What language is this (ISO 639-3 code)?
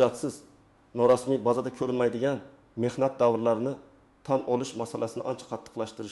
uzb